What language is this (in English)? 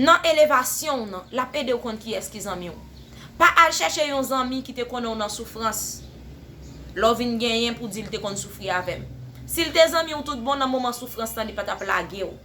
Haitian Creole